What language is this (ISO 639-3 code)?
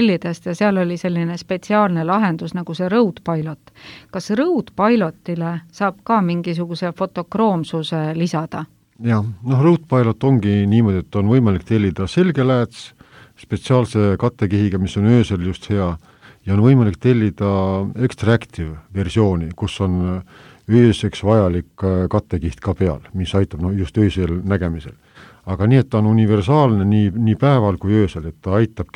est